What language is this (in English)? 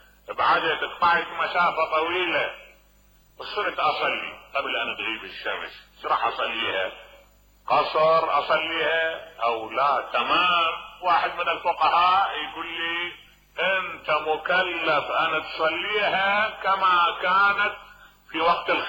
Mesopotamian Arabic